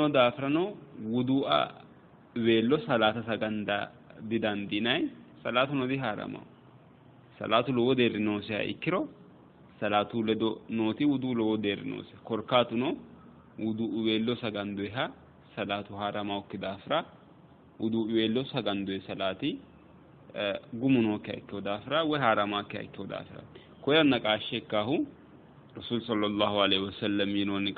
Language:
Sidamo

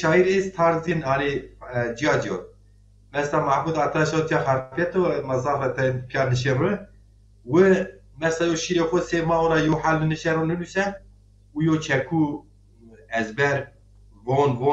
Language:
Zaza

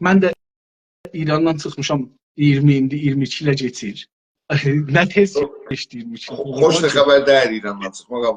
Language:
South Azerbaijani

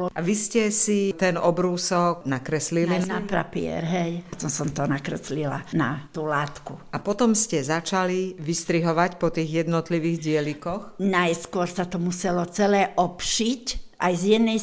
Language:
Slovak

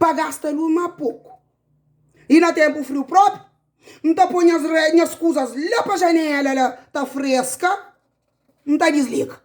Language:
Kabuverdianu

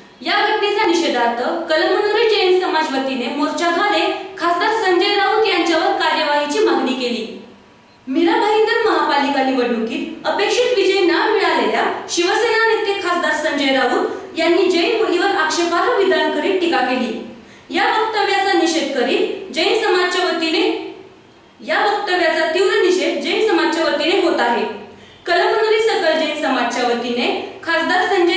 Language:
Marathi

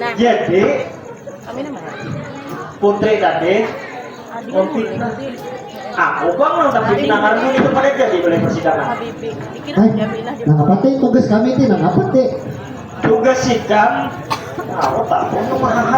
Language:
Banjar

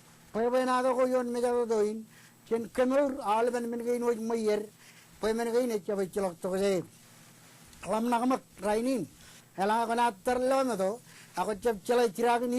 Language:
Marshallese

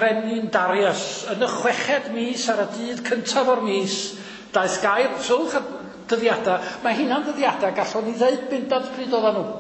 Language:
Welsh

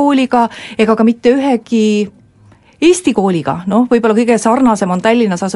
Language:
Estonian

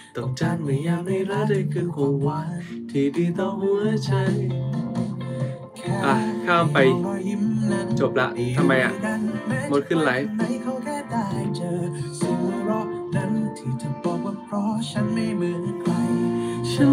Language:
Thai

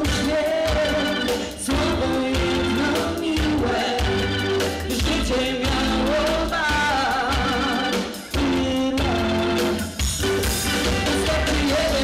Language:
Polish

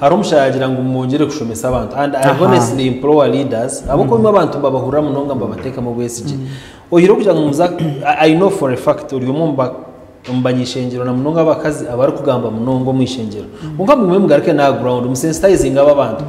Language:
Nyankole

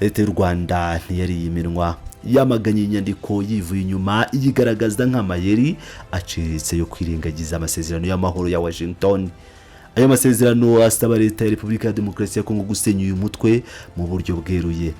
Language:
Kinyarwanda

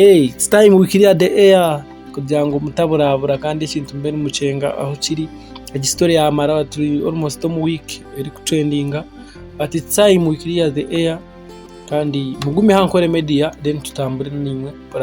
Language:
Nyankole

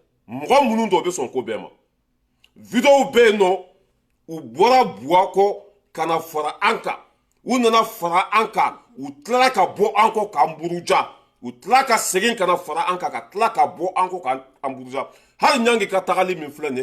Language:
Bambara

